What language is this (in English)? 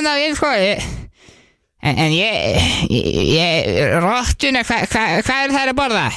Icelandic